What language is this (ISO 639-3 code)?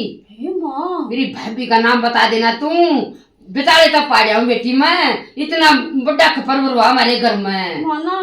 bgc